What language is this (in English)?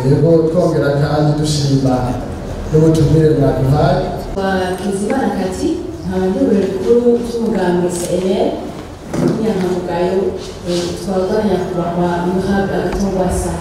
Rundi